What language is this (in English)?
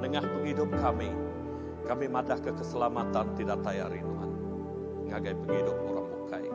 Iban